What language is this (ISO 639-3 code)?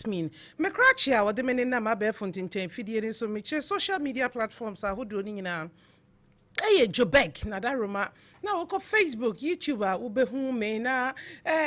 aka